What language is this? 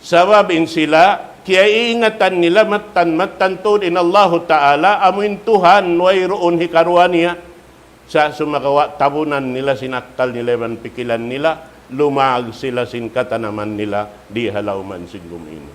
Tausug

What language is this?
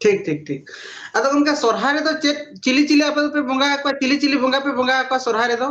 Santali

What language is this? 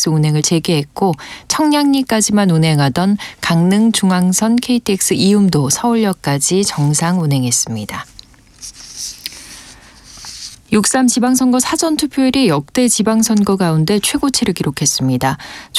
Korean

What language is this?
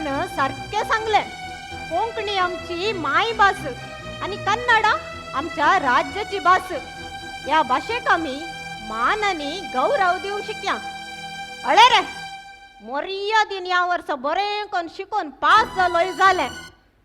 Konkani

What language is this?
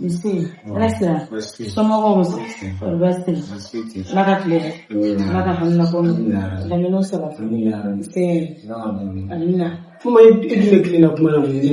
Bambara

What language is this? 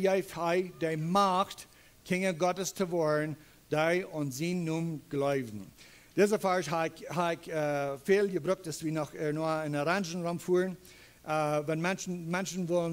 Plautdietsch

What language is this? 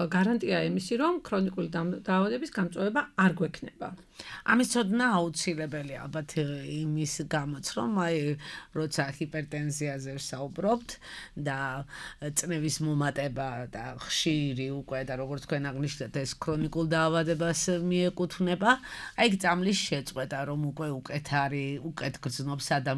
Georgian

